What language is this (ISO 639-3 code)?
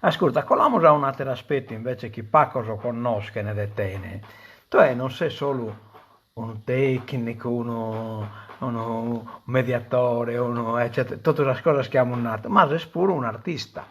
srd